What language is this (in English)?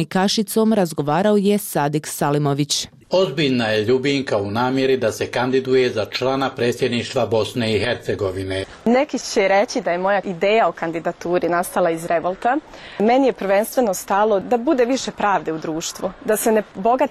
Bosnian